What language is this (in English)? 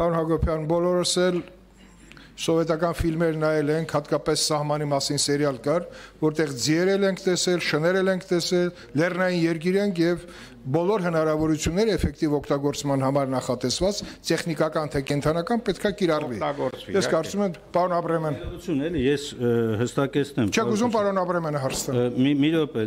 Armenian